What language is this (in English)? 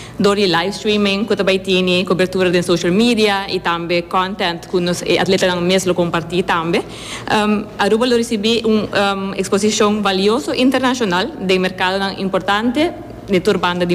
Papiamento